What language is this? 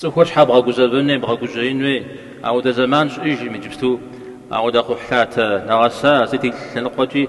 Kabardian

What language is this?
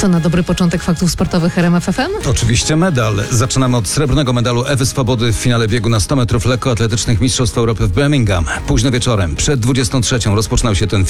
Polish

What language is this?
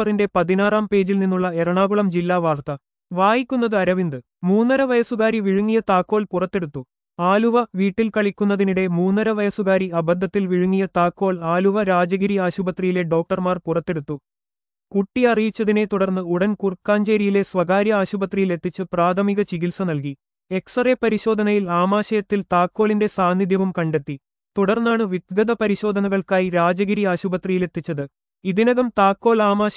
Malayalam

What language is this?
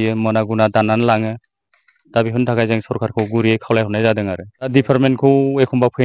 Bodo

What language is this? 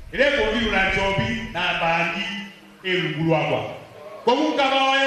Meru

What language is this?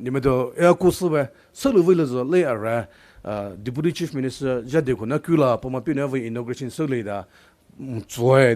Poumei Naga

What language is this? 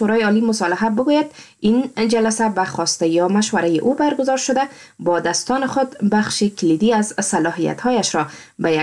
Persian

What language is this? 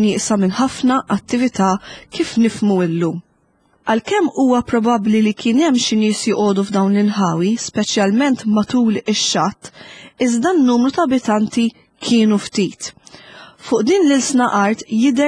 Maltese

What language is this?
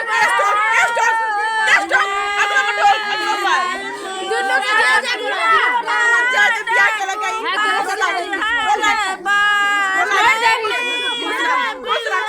Maithili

